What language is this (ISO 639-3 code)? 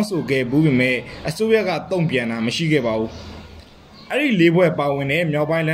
mya